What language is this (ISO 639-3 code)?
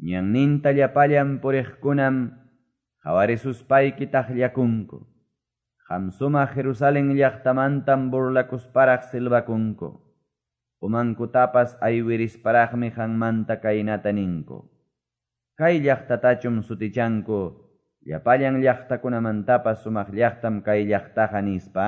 que